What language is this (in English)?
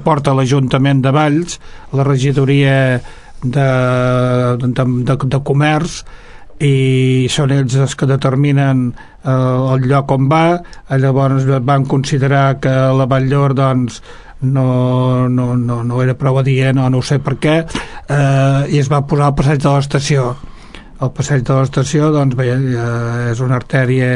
Catalan